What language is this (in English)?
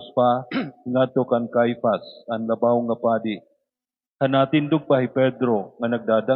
Waray